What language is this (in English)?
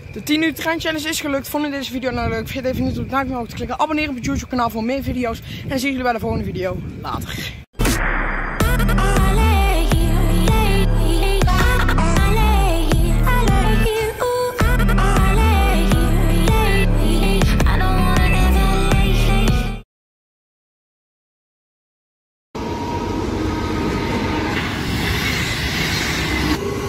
Dutch